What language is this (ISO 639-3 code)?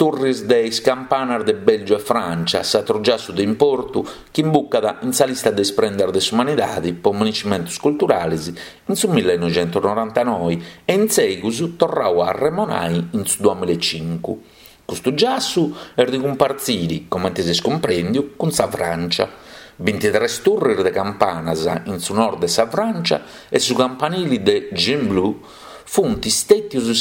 srd